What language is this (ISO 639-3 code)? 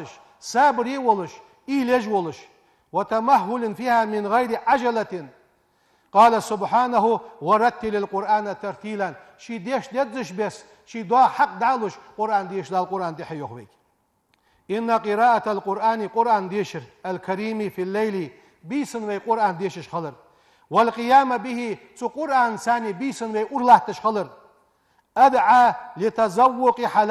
inh